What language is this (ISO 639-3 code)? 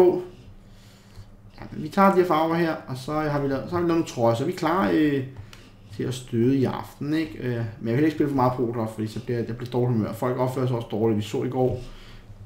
dan